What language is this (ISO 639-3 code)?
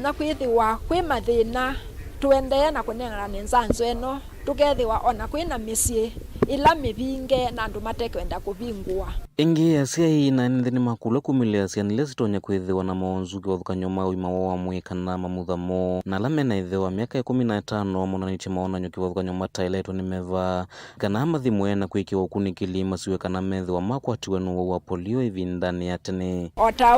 kam